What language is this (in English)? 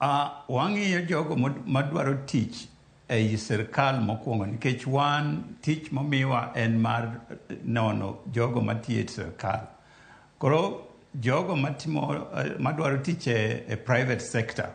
Luo (Kenya and Tanzania)